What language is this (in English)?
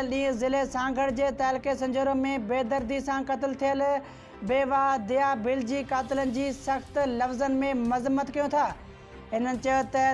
Sindhi